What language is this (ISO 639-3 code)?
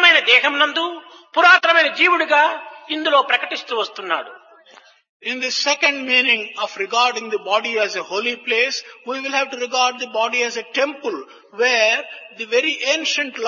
tel